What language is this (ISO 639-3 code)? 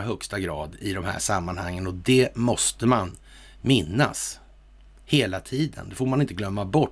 swe